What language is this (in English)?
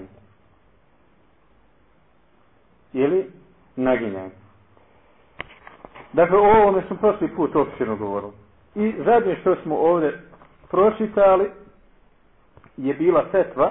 Bosnian